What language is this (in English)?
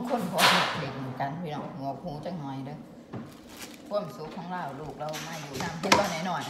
Thai